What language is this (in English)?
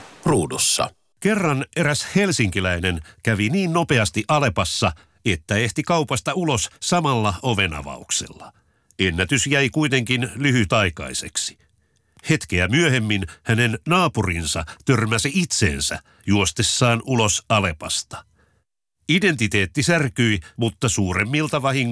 Finnish